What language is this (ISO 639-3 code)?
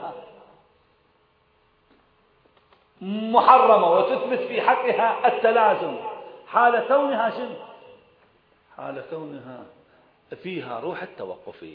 ara